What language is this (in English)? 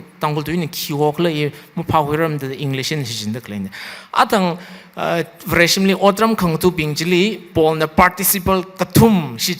Tangkhul Naga (India)